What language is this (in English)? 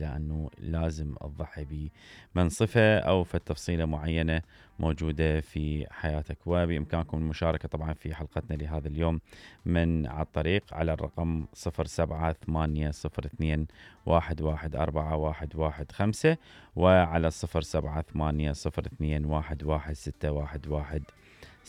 Mesopotamian Arabic